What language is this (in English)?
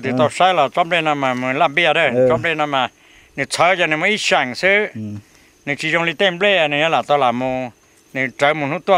Hmong